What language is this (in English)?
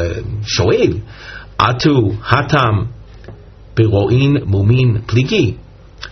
Hebrew